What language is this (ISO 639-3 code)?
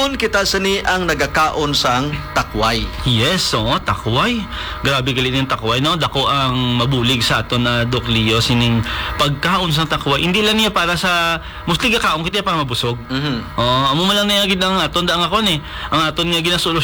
hil